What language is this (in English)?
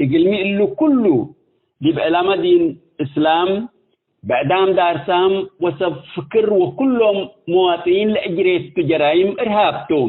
Tigre